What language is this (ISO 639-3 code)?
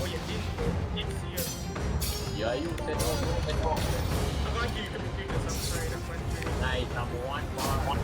jam